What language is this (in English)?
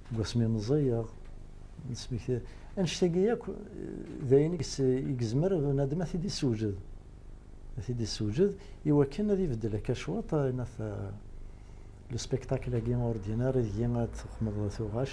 Kabyle